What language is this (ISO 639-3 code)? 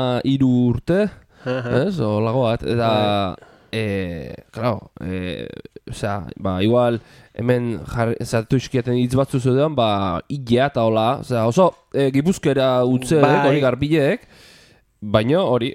eus